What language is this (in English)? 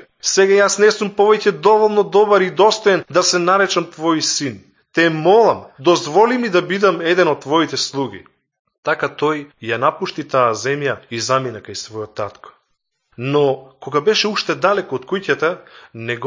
Macedonian